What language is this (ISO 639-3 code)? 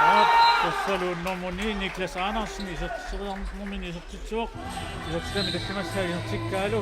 kal